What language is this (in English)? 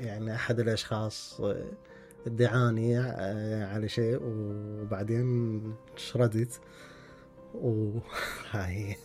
Mesopotamian Arabic